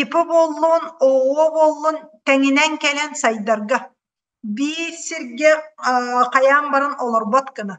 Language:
Yakut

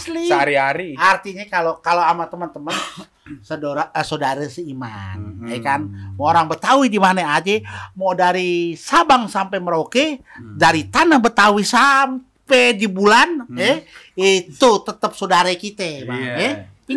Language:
Betawi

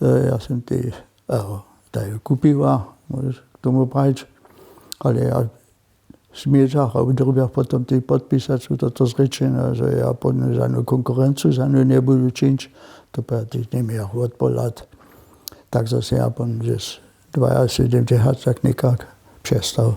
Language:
Upper Sorbian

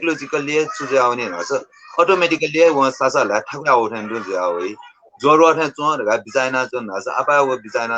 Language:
Newari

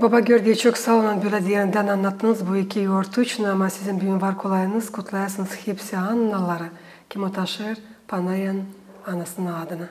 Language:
Gagauz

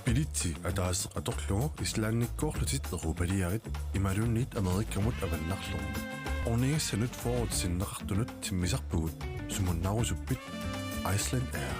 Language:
Kalaallisut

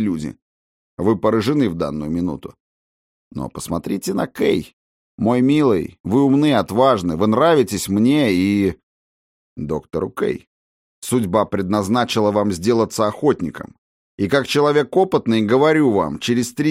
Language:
Russian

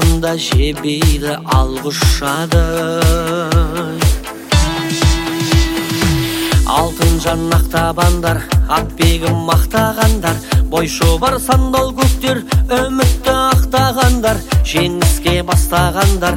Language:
Kazakh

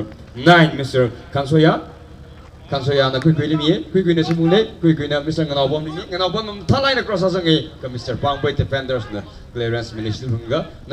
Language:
Tangkhul Naga (India)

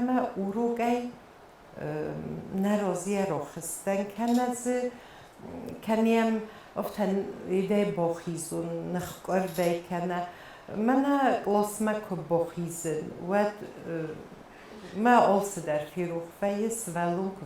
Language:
Ossetic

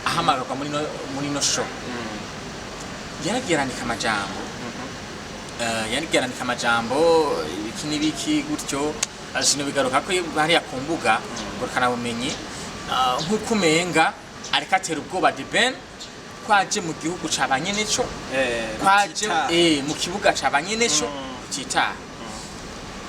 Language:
Rundi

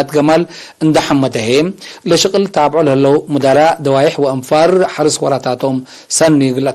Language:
Tigre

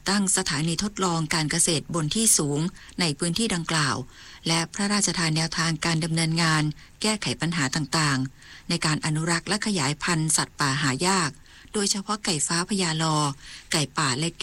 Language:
Thai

